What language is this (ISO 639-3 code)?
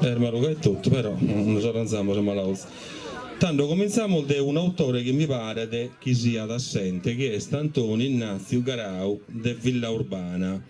srd